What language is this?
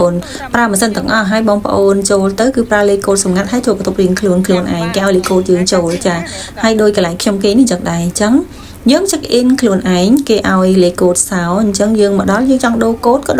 Khmer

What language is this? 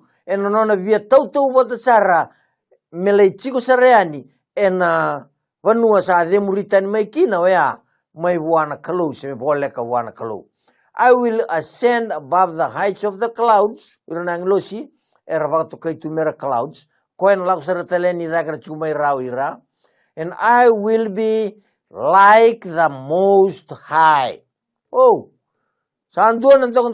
Fijian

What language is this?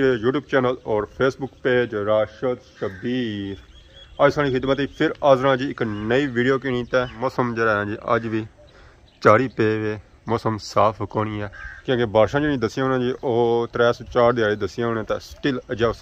Pahari-Potwari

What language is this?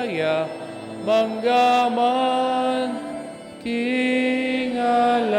Pampanga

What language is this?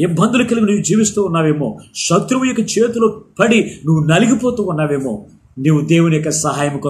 Telugu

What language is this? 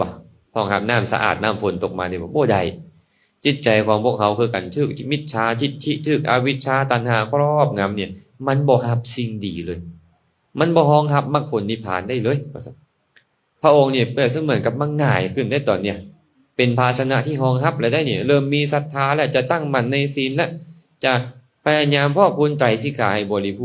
Lao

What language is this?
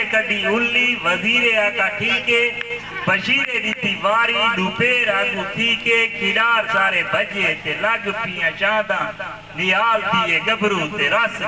Saraiki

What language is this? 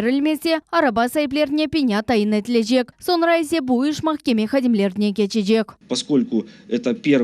Crimean Tatar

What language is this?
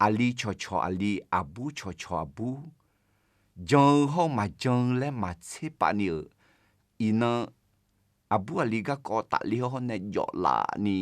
Akha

